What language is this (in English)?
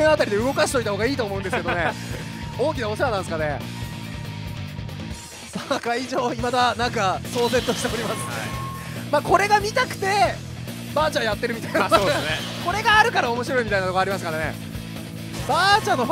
Japanese